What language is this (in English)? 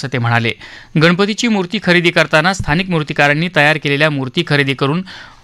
Marathi